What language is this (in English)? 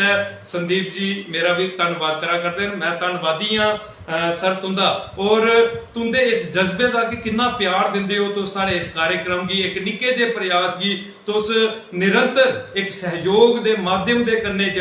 Dogri